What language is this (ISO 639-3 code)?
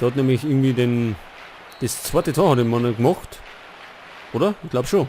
bar